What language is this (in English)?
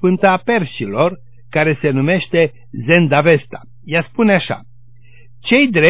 Romanian